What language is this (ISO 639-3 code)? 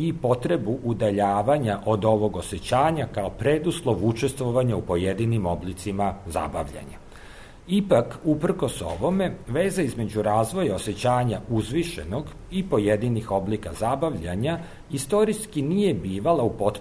srp